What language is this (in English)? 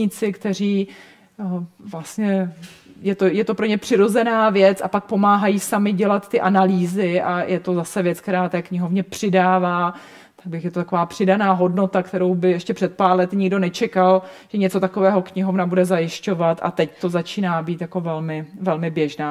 Czech